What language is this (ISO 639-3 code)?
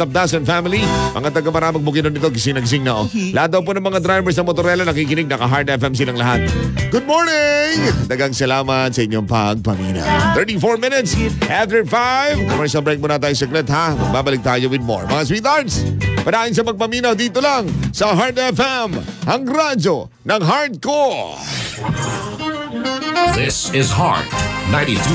fil